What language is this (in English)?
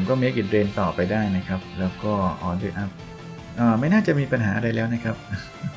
Thai